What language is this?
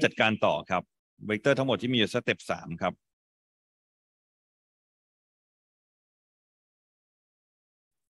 Thai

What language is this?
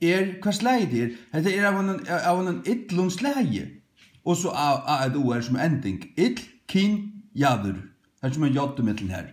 Faroese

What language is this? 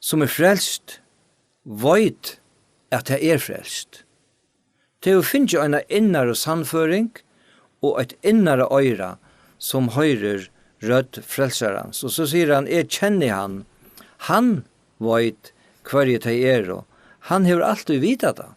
Faroese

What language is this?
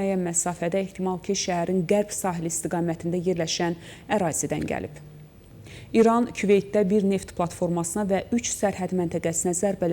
Azerbaijani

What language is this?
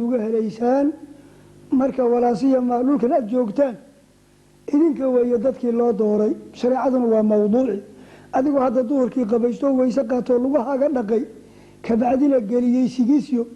Somali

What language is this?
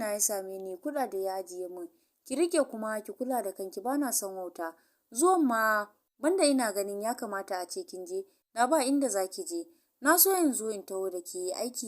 Hausa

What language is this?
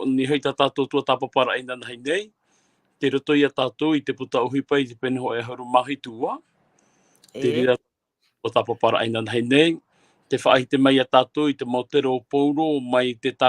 Tahitian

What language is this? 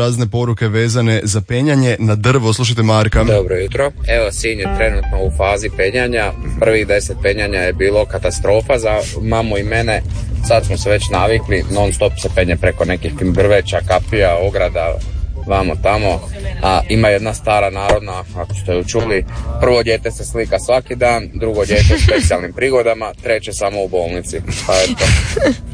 Croatian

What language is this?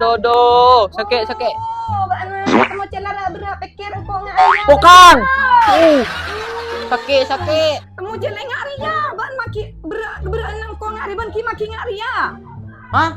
Madurese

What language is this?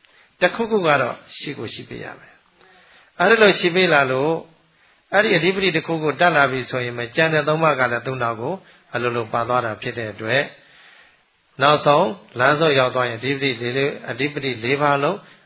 Burmese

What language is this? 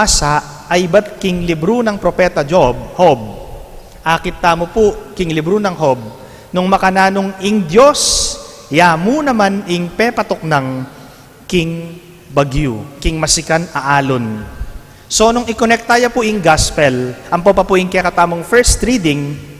Pampanga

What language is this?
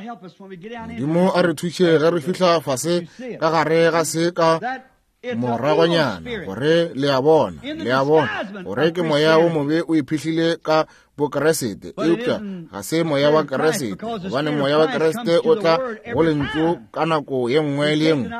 Northern Sotho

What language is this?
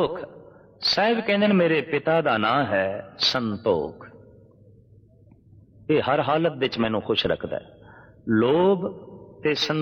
Punjabi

